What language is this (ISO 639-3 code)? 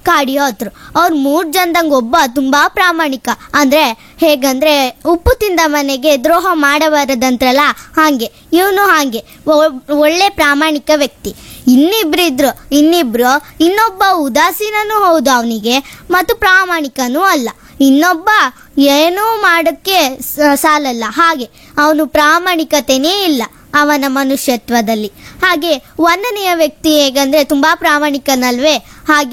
kan